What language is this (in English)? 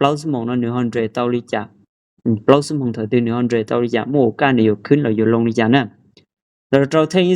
Hmong